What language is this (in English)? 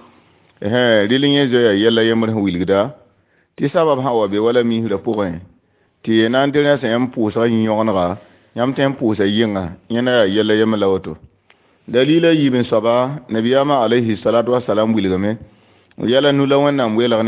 Mossi